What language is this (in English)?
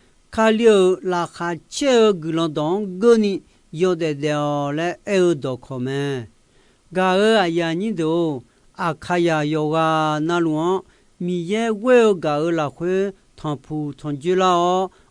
Akha